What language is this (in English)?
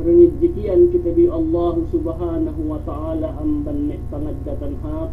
Yakan